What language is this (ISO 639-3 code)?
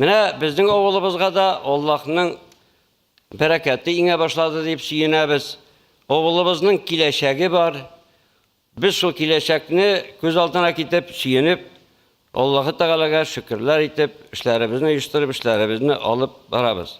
tat